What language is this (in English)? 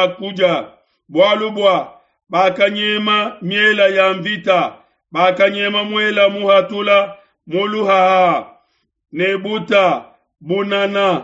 Luba-Lulua